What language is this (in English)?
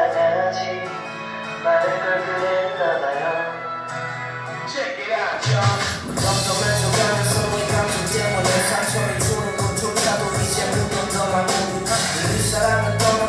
Korean